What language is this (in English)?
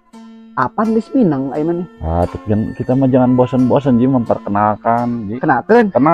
Sundanese